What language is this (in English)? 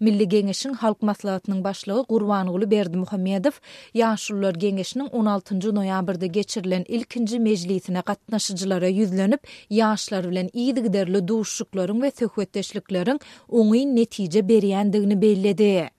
Turkmen